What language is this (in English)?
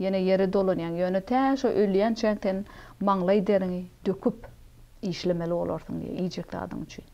Turkmen